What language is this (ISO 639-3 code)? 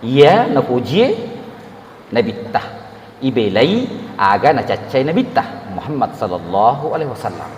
bug